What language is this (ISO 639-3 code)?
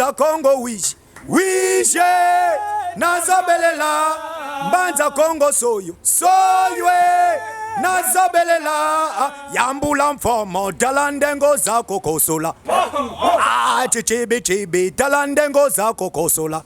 lin